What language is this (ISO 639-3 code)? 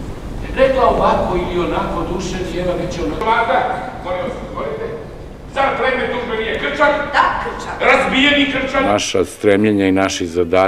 srp